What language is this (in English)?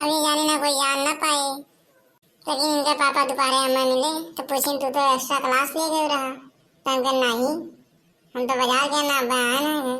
Awadhi